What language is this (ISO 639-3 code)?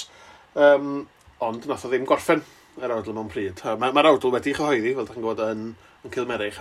cym